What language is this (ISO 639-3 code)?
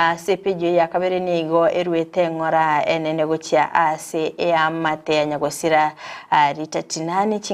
guz